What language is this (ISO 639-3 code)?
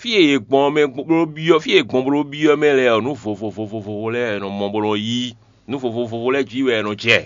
fon